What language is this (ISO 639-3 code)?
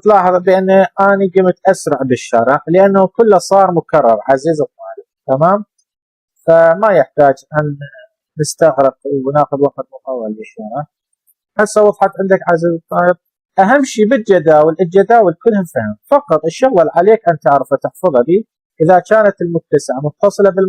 acm